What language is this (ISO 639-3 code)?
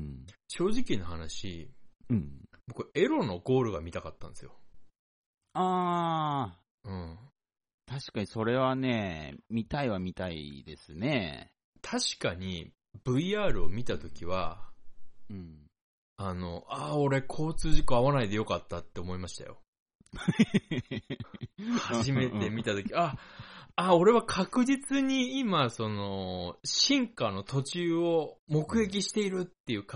jpn